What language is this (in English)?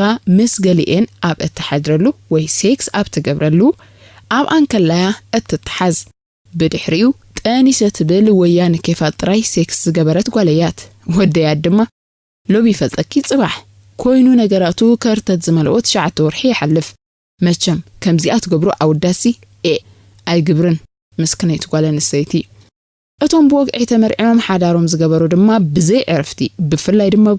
Tigrinya